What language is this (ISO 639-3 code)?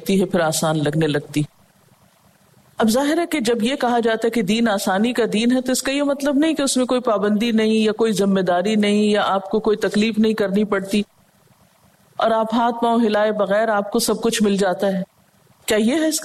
urd